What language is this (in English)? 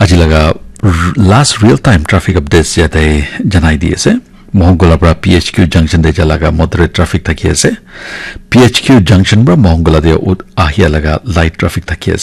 Naga Pidgin